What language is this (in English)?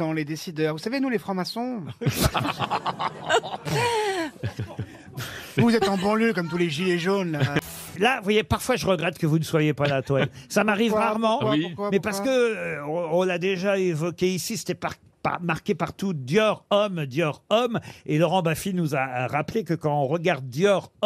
French